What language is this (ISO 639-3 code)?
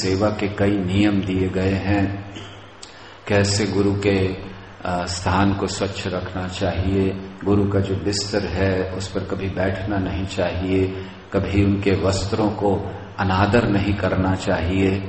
hin